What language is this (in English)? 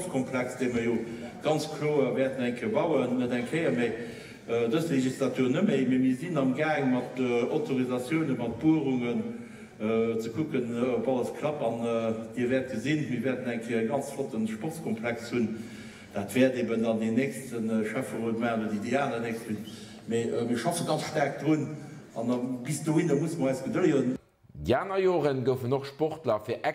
Luxembourgish